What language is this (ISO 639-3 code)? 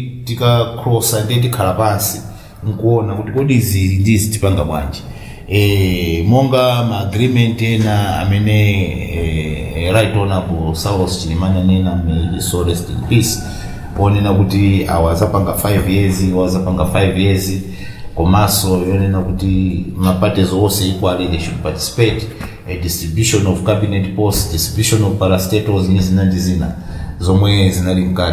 nya